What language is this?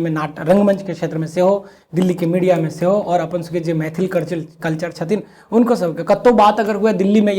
Maithili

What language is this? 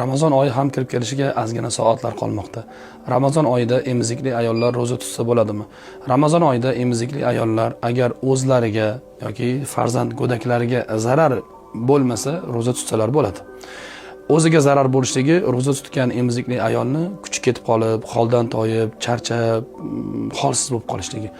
Uzbek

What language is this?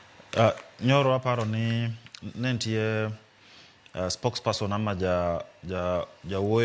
Luo (Kenya and Tanzania)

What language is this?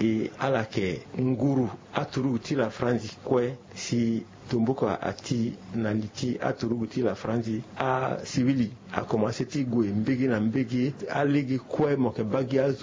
Sango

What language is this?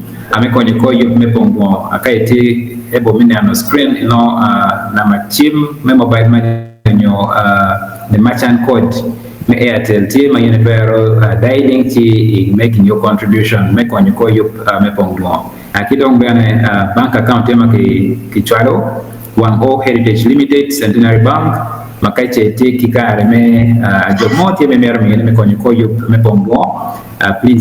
Acoli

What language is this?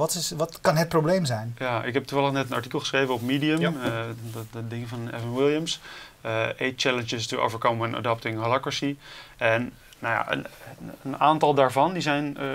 Dutch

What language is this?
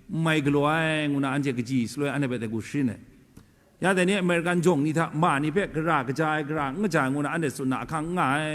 Kachin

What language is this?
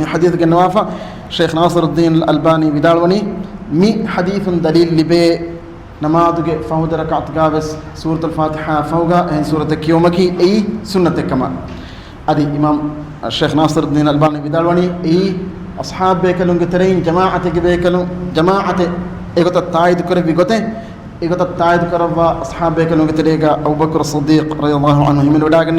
Divehi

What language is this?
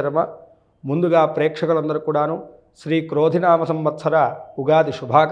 Telugu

